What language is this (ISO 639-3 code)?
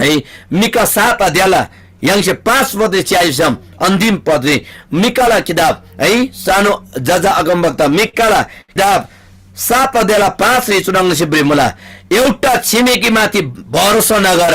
taj